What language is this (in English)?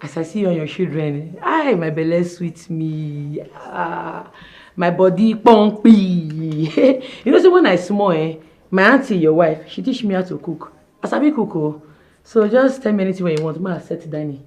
Nigerian Pidgin